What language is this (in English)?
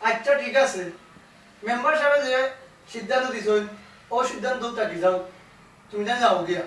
Sylheti